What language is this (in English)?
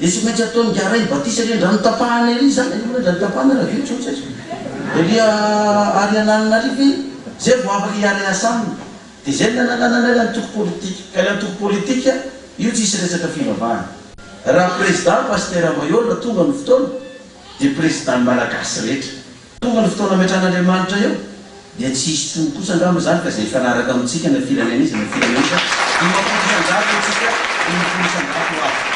Malagasy